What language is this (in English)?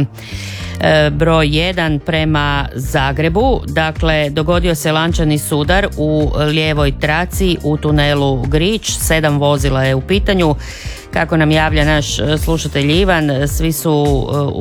Croatian